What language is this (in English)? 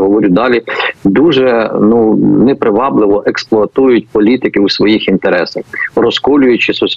Ukrainian